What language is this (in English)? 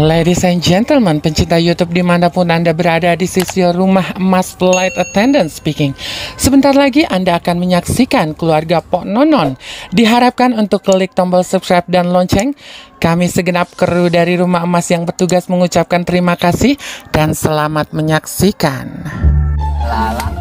Betawi